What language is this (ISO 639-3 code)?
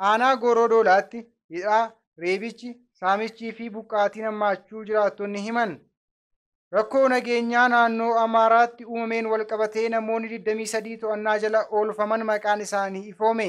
orm